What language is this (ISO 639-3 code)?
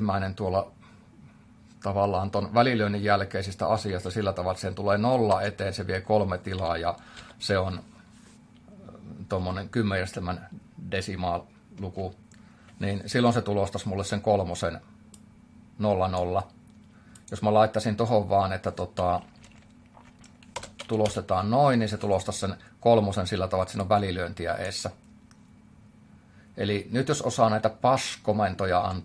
fin